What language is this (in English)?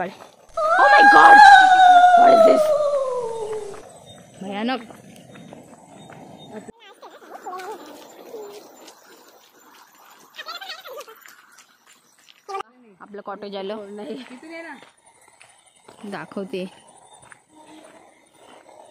Marathi